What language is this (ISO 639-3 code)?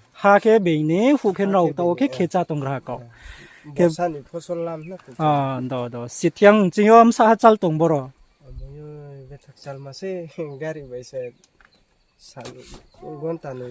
ria